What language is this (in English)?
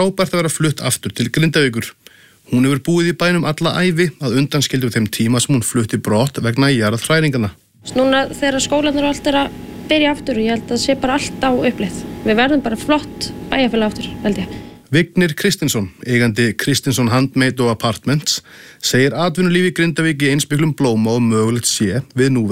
Icelandic